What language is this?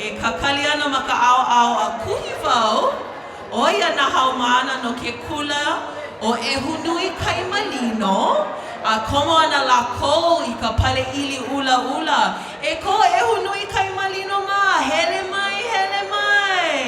Hawaiian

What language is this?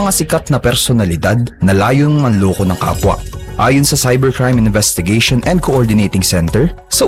Filipino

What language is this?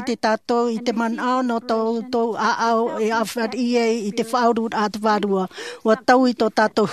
Tahitian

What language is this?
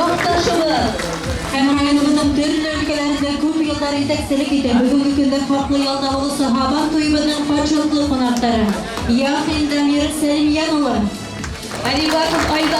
Bashkir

